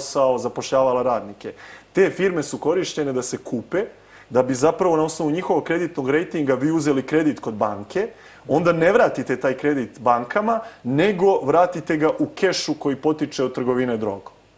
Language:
Serbian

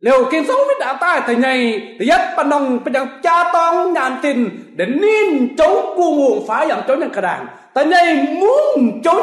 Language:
Kim Mun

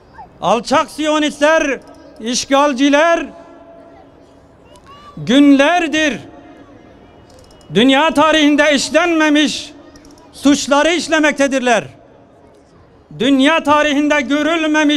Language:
Turkish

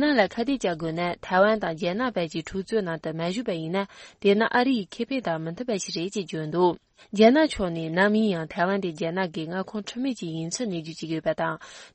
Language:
Tibetan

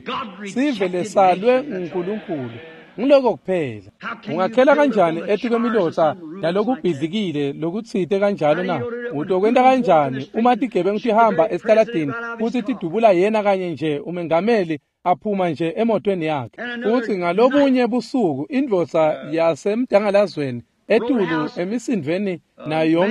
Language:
Swati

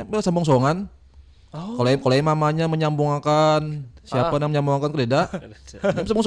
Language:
Banjar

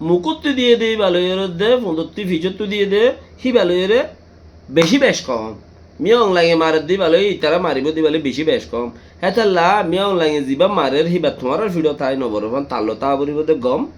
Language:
Rohingya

